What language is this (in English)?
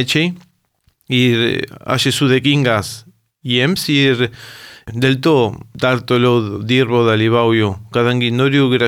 Lithuanian